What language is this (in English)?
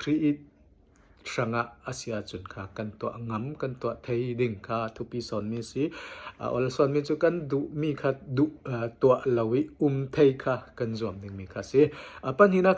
Falam Chin